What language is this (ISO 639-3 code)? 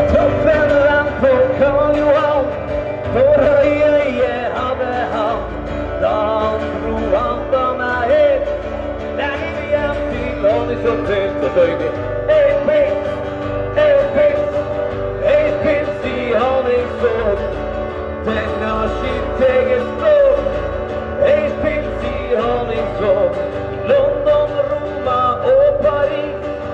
nor